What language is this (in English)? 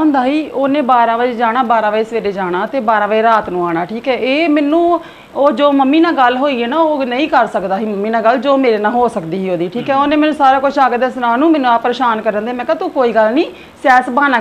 Punjabi